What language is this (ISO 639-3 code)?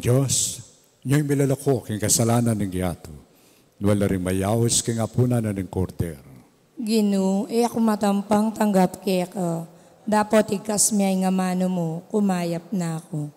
pam